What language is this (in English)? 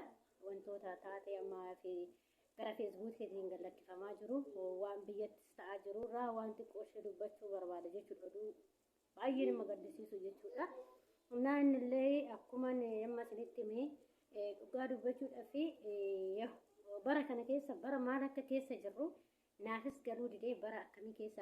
Oromo